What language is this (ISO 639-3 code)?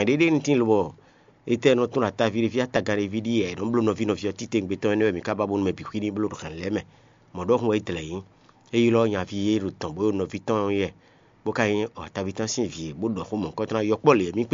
fon